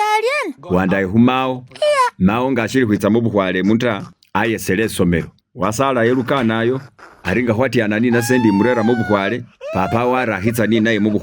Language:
Masaaba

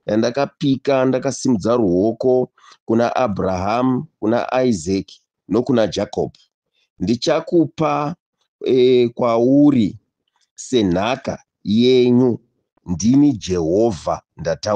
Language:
Shona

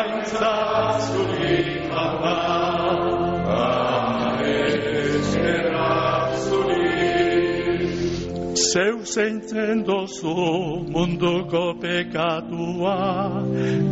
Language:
Basque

